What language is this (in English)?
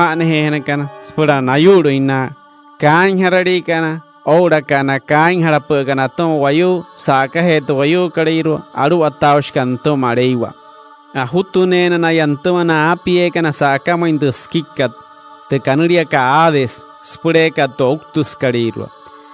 Wayuu